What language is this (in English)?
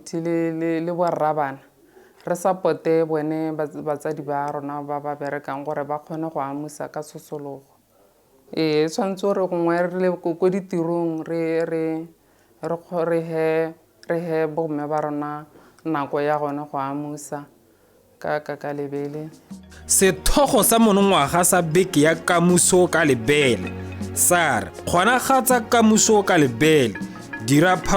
Tswana